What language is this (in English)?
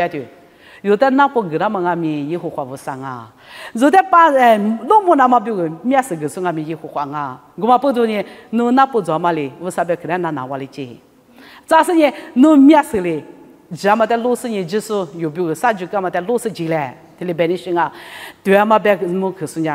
Lisu